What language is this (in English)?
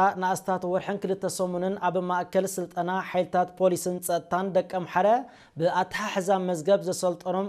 Tigrinya